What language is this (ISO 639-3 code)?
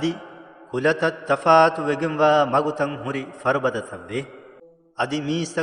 div